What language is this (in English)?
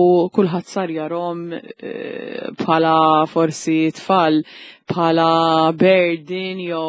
Maltese